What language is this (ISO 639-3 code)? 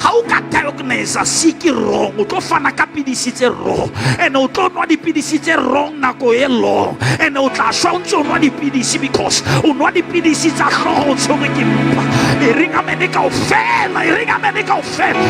sot